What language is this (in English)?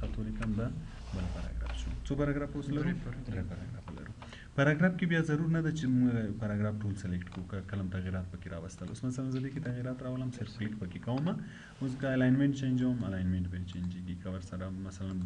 Pashto